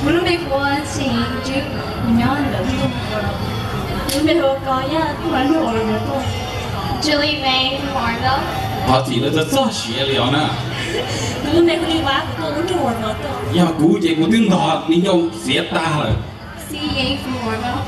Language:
Hmong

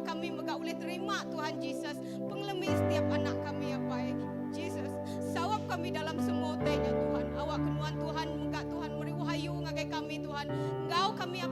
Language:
Iban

